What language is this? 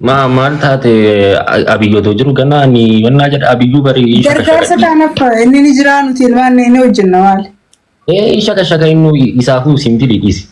Oromo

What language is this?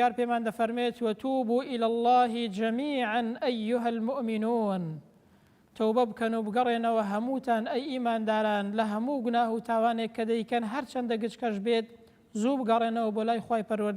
Central Kurdish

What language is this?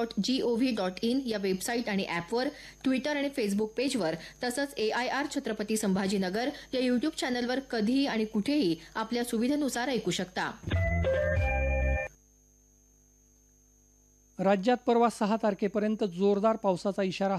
Marathi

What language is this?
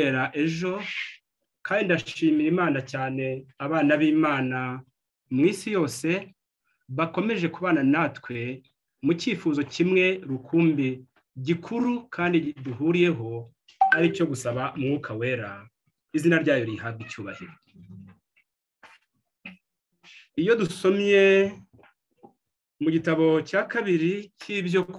Kinyarwanda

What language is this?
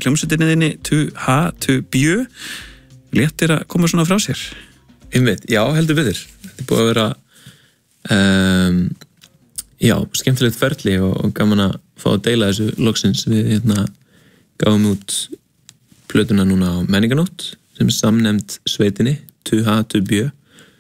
Icelandic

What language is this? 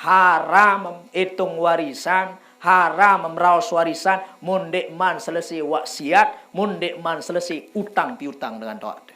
Sasak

